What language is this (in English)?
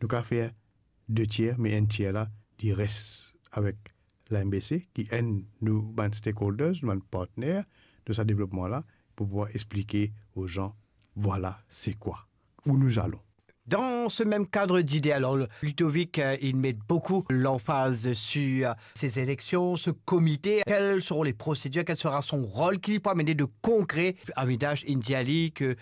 Morisyen